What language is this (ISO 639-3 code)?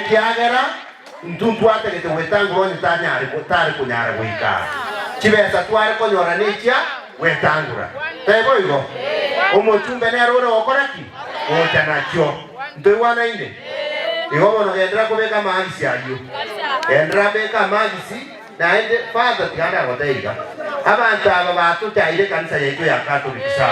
guz